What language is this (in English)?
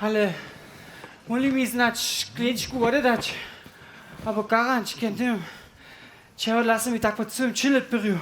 Upper Sorbian